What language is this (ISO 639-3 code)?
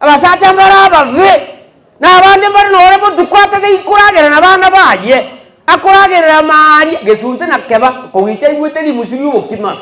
guz